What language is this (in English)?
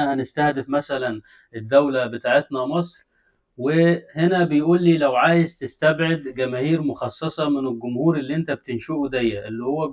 Egyptian Arabic